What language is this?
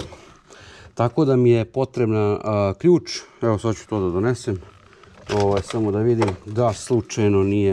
Serbian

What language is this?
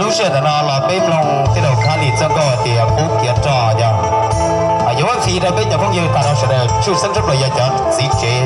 Hmong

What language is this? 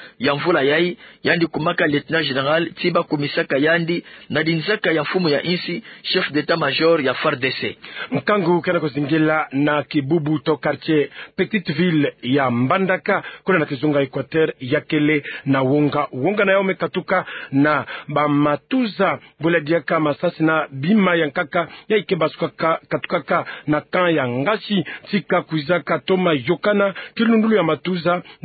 Kituba (Democratic Republic of Congo)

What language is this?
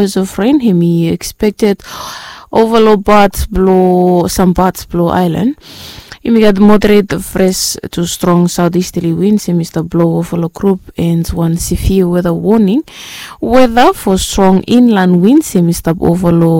Bislama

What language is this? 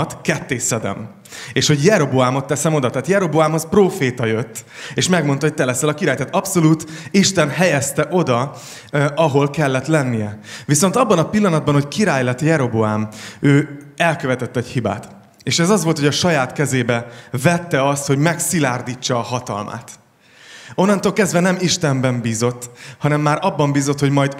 Hungarian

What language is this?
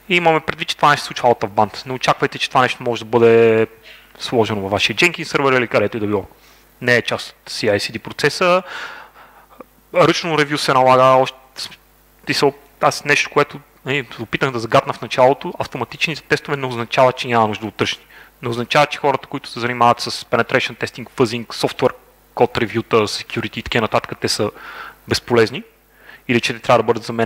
Bulgarian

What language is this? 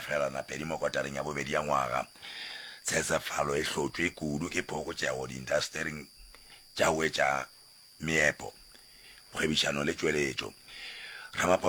Northern Sotho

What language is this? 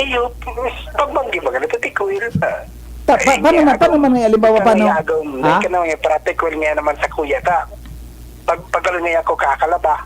Bikol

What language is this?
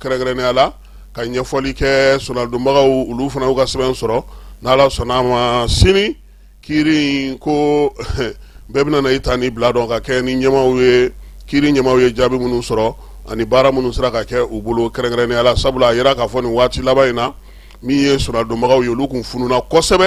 Bambara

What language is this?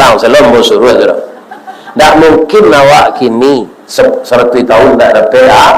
Minangkabau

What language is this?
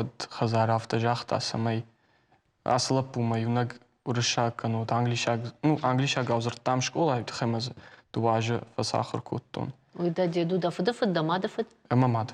Ossetic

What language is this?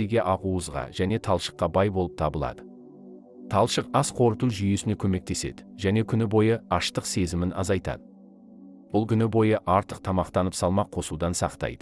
Kazakh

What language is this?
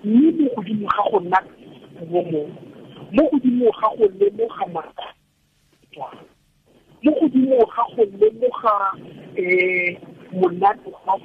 Tswana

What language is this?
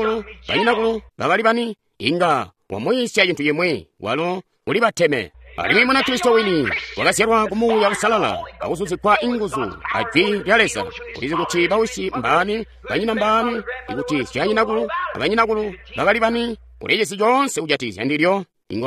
Tonga (Zambia)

